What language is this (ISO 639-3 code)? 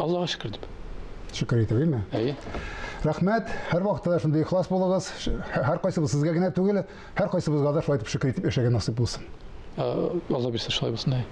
tat